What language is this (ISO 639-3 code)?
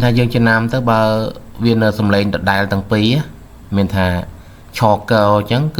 khm